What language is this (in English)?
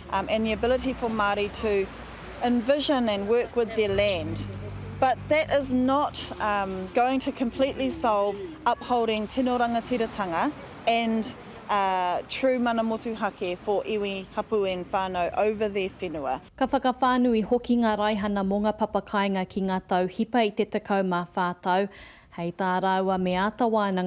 Māori